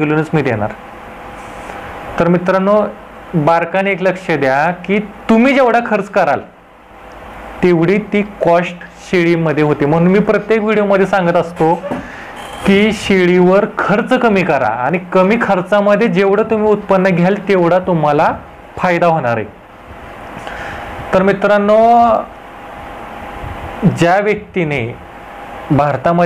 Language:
Marathi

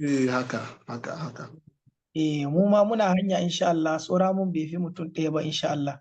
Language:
Hausa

